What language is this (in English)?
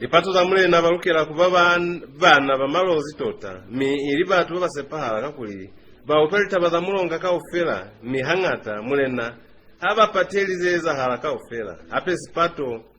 Lozi